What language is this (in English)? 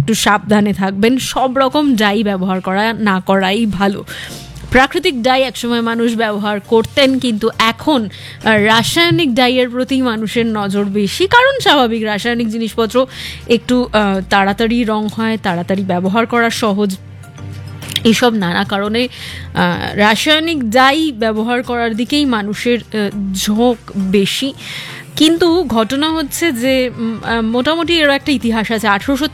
Bangla